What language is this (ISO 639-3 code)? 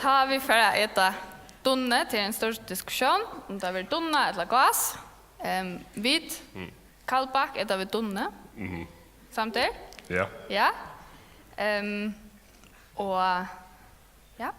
fao